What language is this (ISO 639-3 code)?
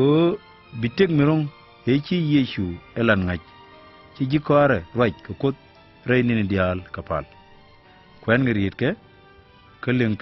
nus